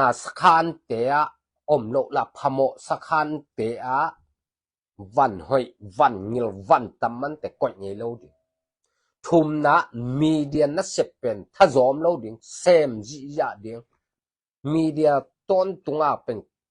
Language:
Tedim Chin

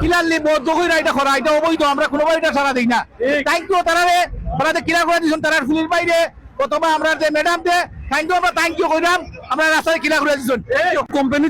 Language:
Sylheti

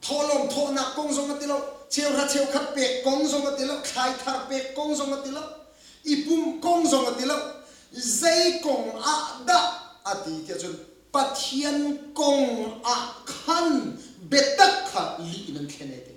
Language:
Hakha Chin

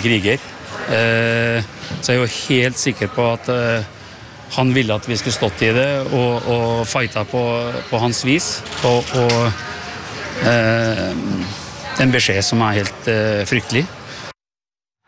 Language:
Norwegian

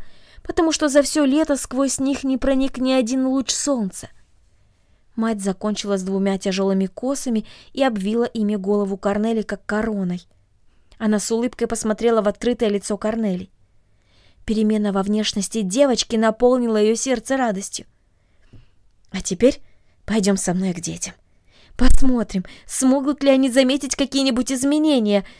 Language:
Russian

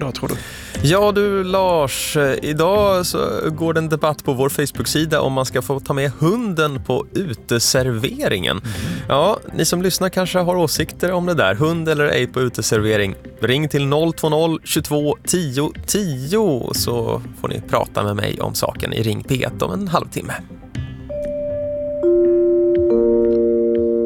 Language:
Swedish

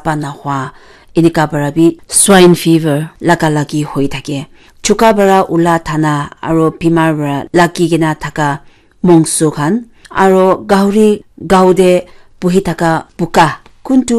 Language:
Naga Pidgin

